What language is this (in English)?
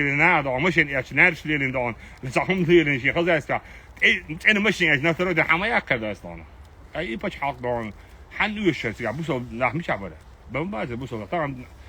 Chechen